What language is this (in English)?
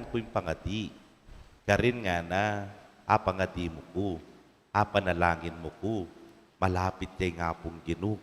Pampanga